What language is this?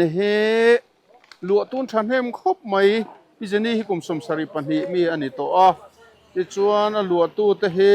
Mizo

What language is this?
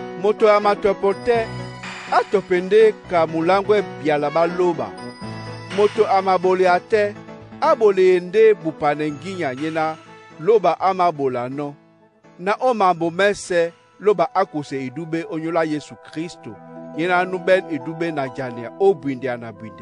Duala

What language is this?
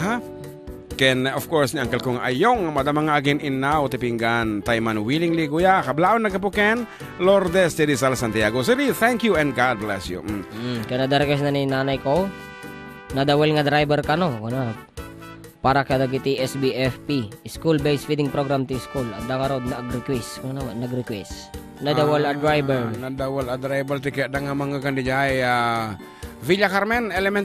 Iloko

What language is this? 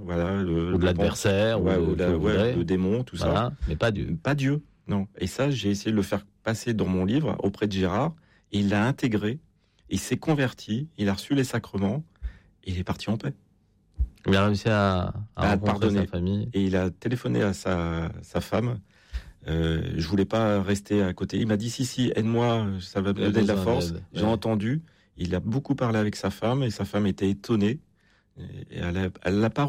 French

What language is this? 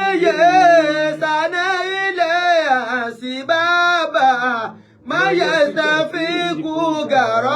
Yoruba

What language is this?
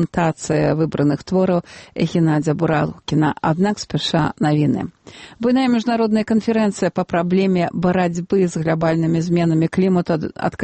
Belarusian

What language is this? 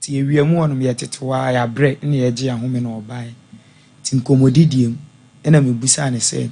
Akan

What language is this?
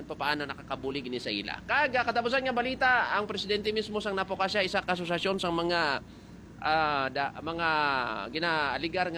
Hiligaynon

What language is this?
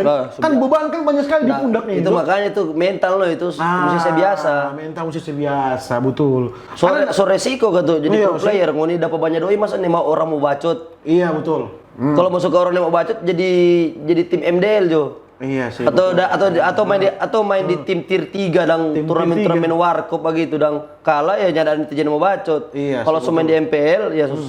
Manado Malay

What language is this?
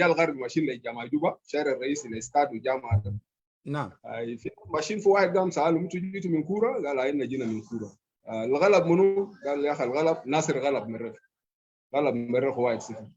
Sudanese Arabic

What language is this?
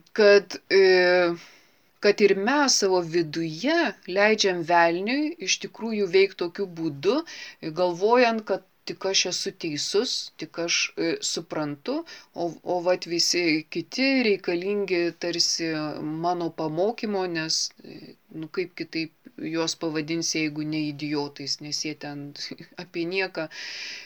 Lithuanian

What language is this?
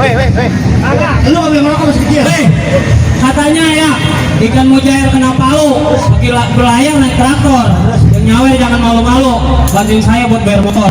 Betawi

